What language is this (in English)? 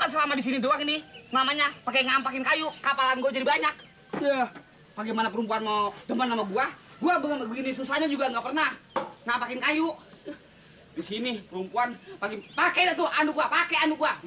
Betawi